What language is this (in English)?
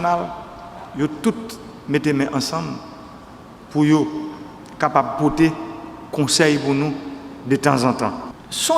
Haitian Creole